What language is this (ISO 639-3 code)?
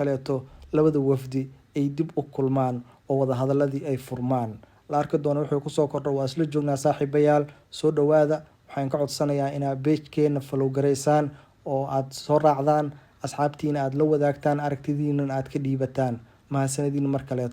som